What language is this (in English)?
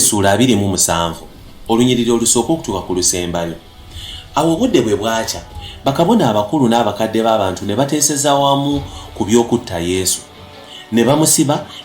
Ganda